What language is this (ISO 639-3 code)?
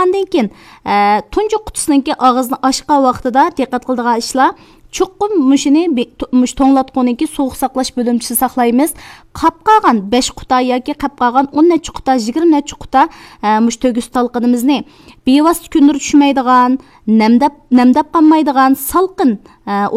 uig